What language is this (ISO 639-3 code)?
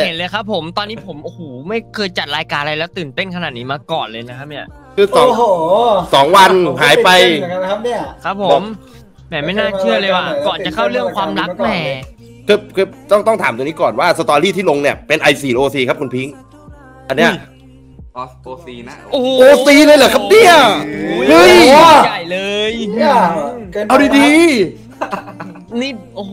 tha